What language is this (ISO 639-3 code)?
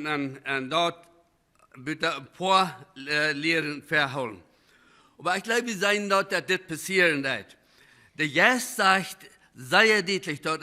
pdt